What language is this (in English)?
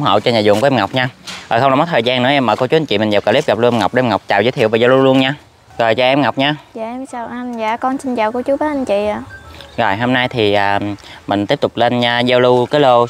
Vietnamese